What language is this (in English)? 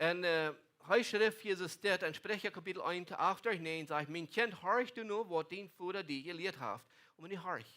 Plautdietsch